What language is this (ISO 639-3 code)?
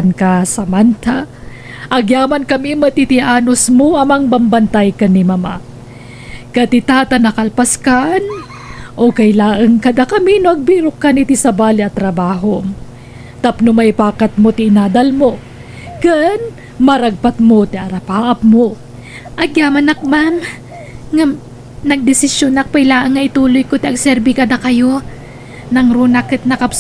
ilo